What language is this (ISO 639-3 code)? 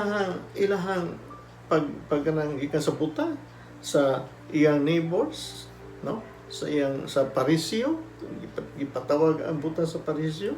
ceb